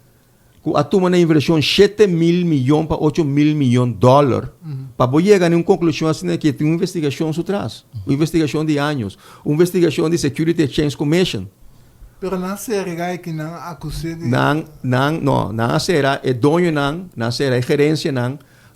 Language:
Papiamento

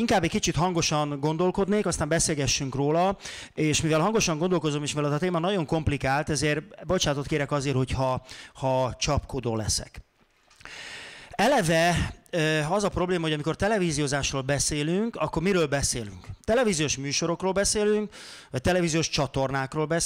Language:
Hungarian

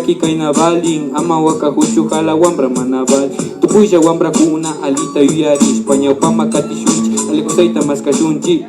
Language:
Imbabura Highland Quichua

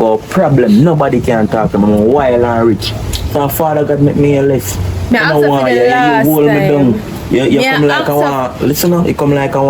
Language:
Jamaican Creole English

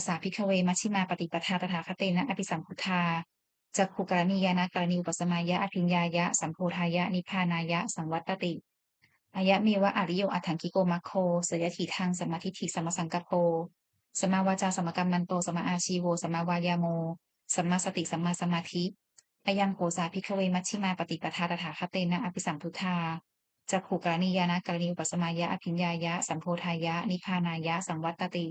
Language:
Pali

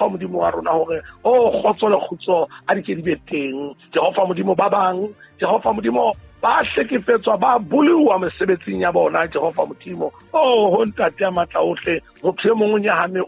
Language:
Southern Sotho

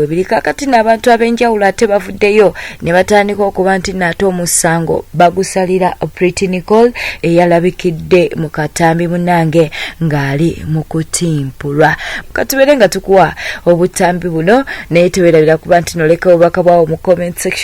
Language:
Ganda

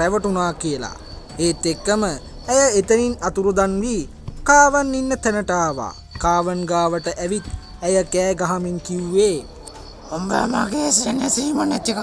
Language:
Sinhala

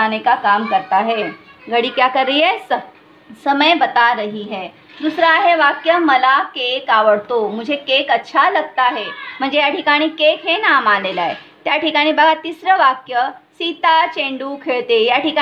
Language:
Marathi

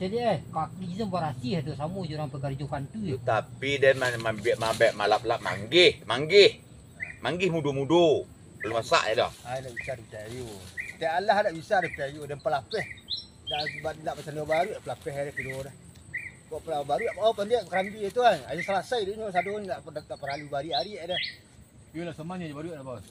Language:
Minangkabau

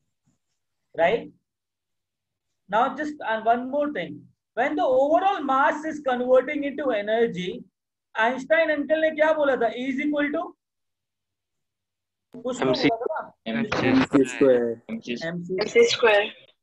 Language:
Hindi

